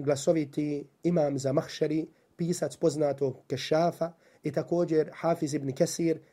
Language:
Bosnian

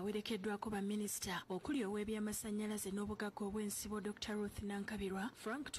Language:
Ganda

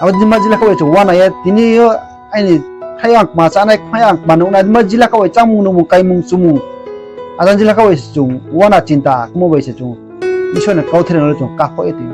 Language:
Riang (India)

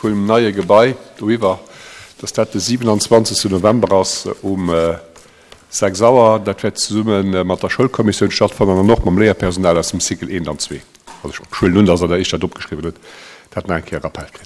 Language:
Luxembourgish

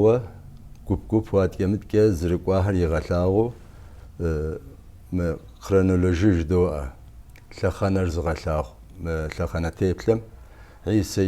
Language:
Kabardian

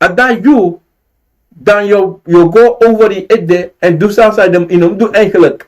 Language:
Sranan Tongo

